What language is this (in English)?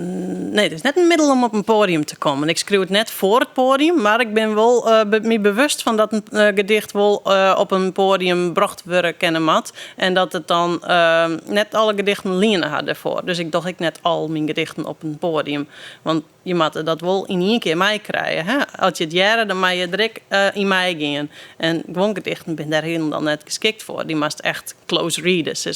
Western Frisian